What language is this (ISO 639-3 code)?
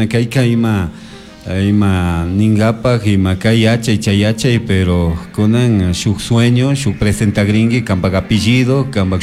qug